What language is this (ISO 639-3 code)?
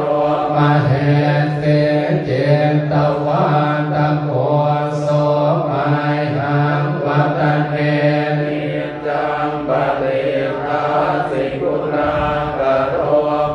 pli